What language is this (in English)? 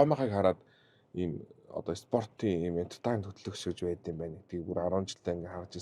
Mongolian